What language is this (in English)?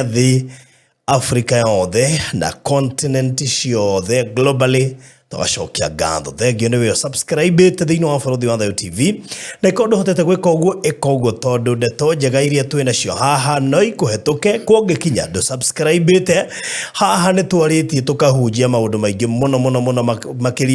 Kikuyu